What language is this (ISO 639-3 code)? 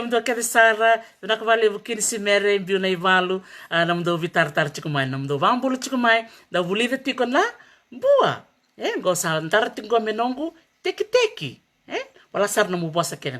fij